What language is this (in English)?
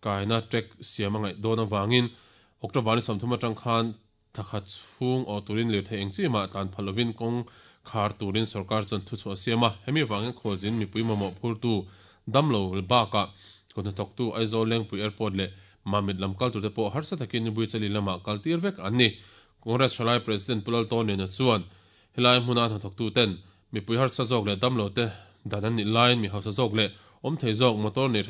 Mizo